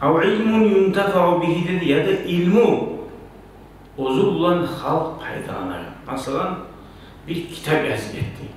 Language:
Kumyk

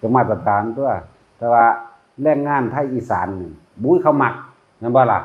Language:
Northeastern Thai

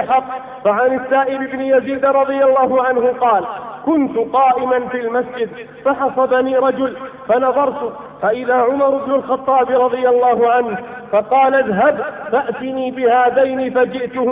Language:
Arabic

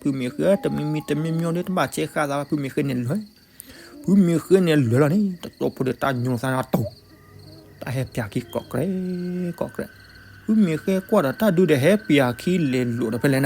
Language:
S'gaw Karen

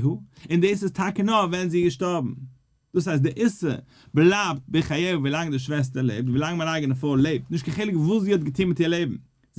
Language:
Yiddish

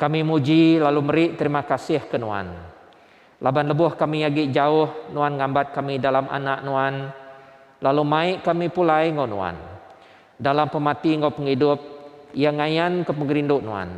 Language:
Iban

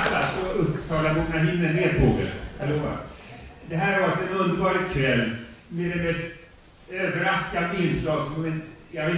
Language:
Swedish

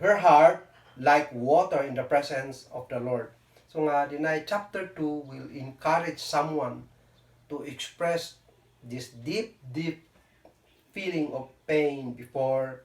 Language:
Kankanaey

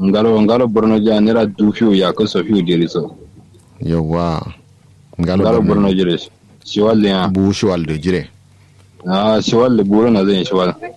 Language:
Kanuri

